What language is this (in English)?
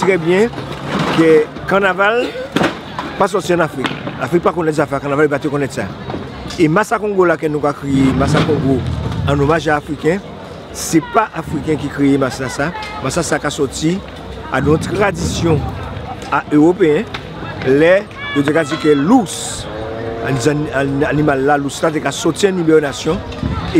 Guadeloupean Creole French